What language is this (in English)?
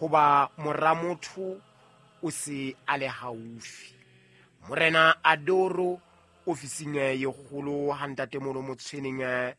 Southern Sotho